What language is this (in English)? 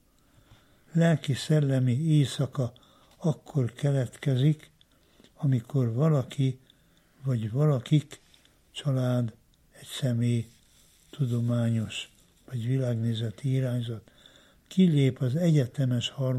Hungarian